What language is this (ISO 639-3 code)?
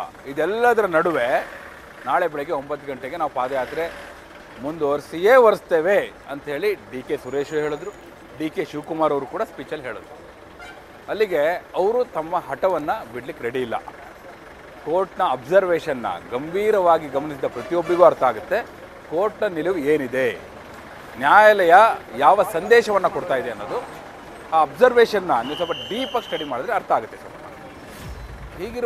kan